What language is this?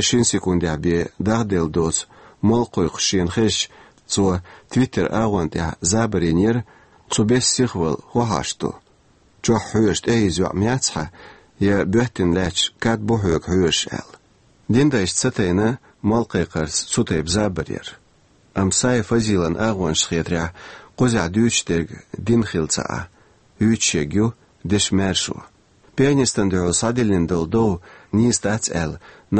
Chechen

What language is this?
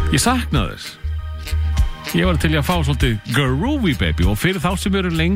Icelandic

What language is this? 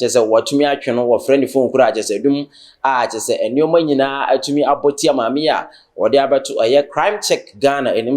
Akan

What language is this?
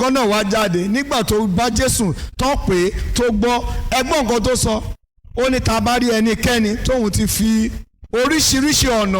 Yoruba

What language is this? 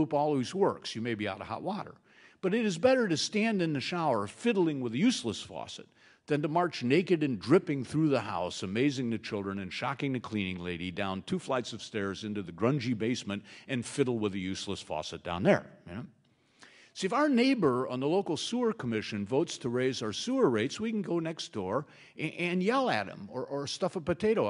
English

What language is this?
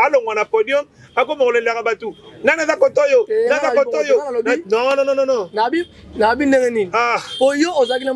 Lingala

